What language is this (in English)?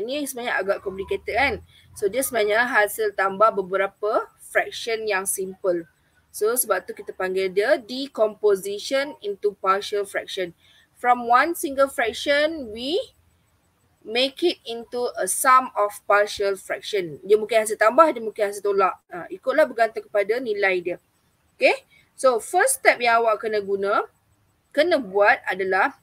Malay